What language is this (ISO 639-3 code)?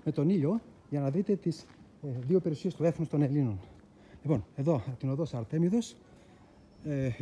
ell